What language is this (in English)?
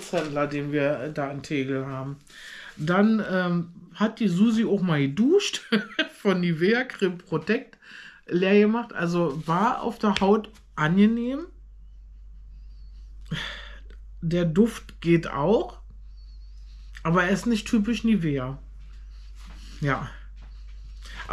German